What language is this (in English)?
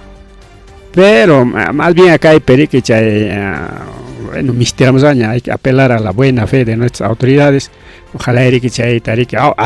Ayacucho Quechua